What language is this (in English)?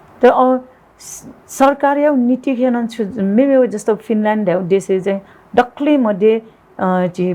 Newari